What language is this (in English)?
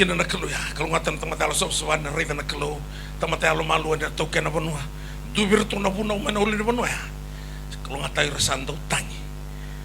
Fijian